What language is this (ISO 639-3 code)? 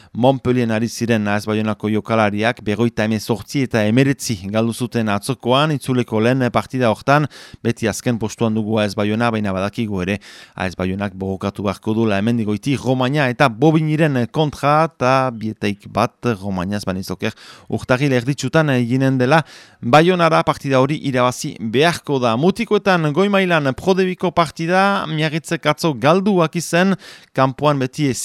eus